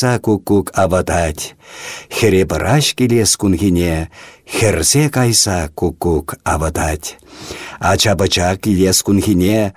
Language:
Chuvash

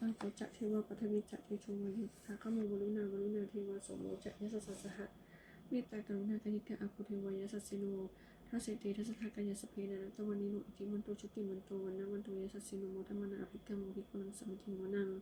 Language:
Pali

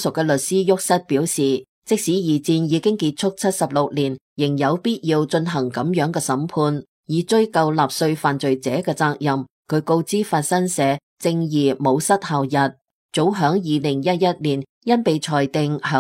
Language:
Cantonese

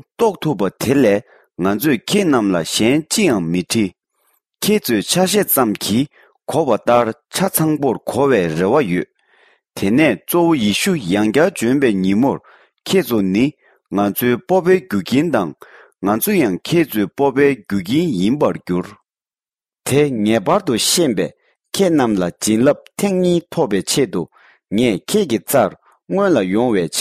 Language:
Tibetan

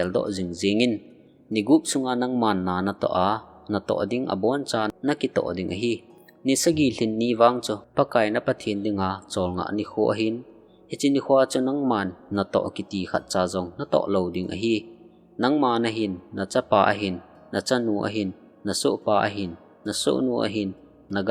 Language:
Thado Chin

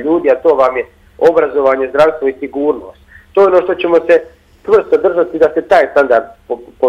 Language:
Bosnian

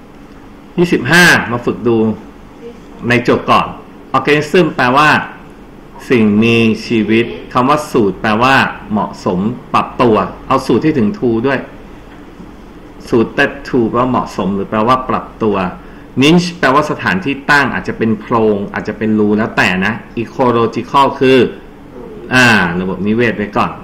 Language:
Thai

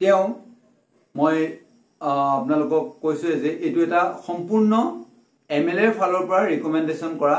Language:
Assamese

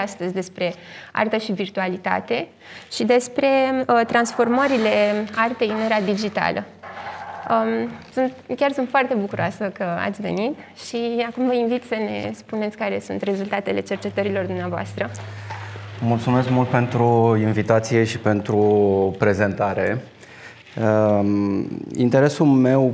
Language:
Romanian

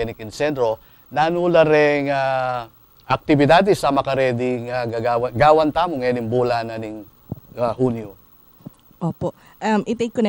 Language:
Pampanga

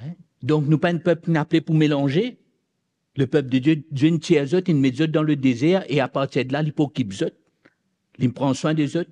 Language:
Morisyen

